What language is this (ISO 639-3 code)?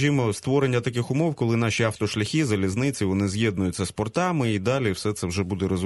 ukr